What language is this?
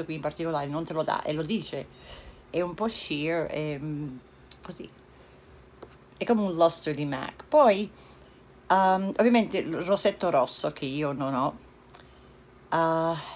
Italian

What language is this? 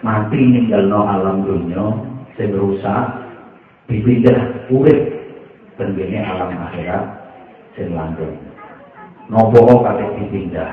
Javanese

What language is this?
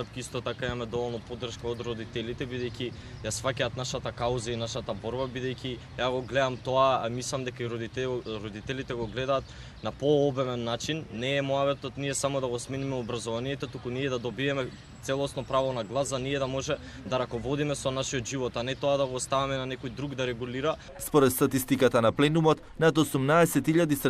Macedonian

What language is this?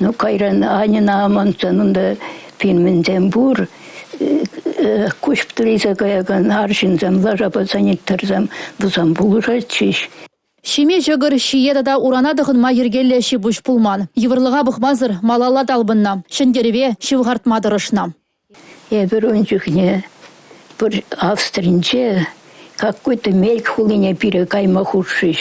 Chuvash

